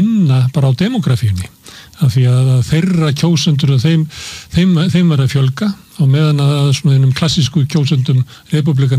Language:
Icelandic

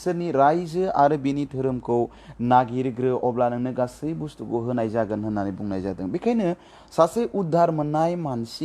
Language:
Bodo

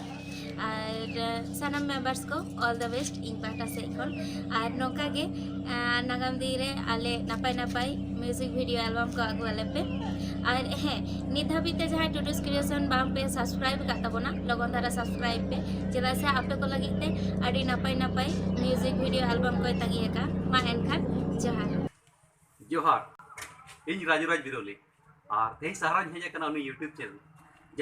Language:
Santali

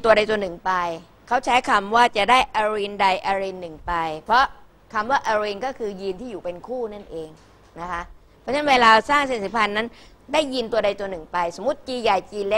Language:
Thai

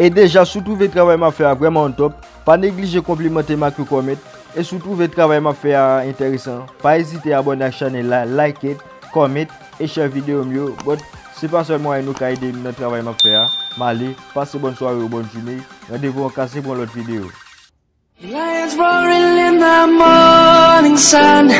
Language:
Haitian Creole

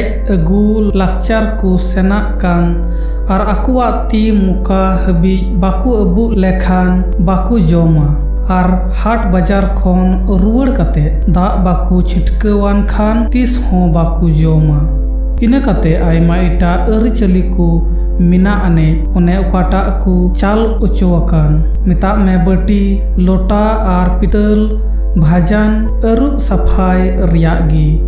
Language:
Santali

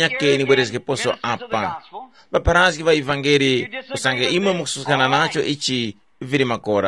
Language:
Tumbuka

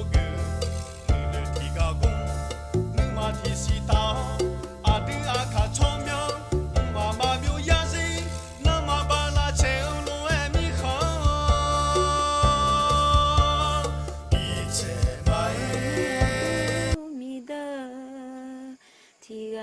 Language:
Akha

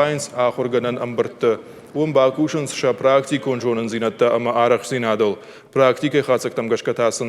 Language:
Ossetic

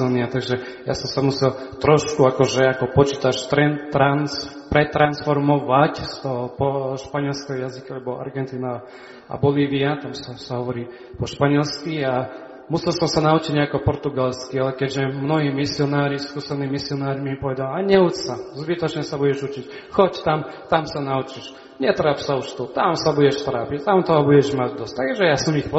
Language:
Slovak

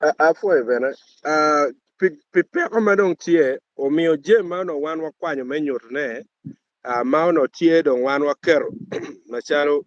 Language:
Acoli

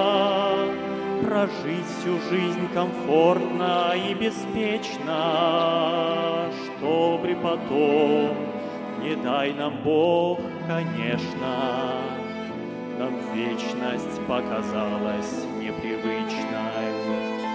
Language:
Russian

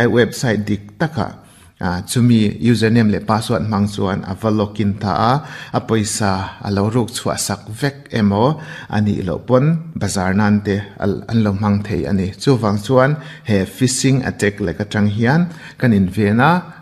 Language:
Mizo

